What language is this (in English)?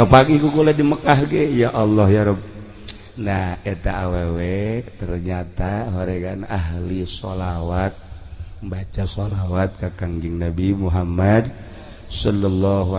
Sundanese